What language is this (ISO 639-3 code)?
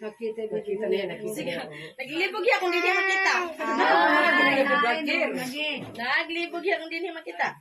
war